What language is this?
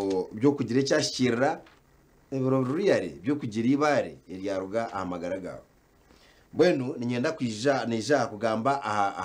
Nyankole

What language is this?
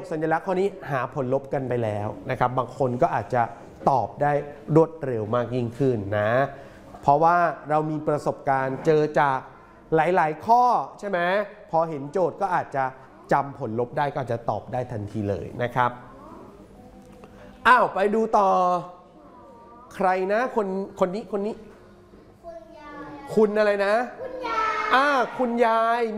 Thai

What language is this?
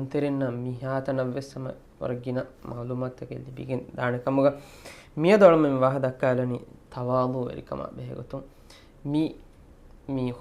Divehi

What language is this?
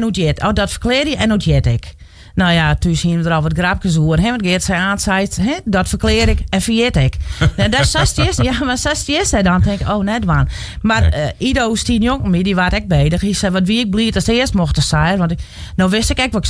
Western Frisian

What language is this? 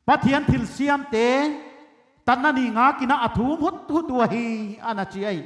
Paite Chin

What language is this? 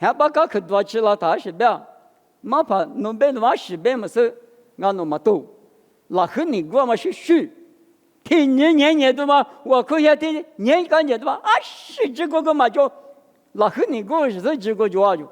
Lisu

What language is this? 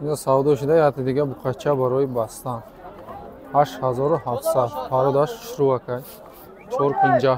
Tajik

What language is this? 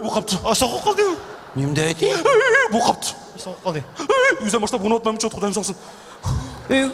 Uyghur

